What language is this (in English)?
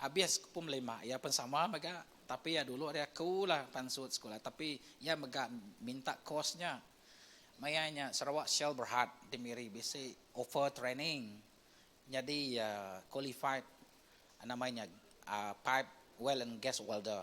Iban